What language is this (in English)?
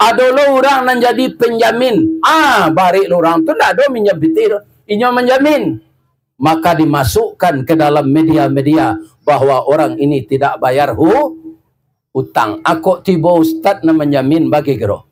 Minangkabau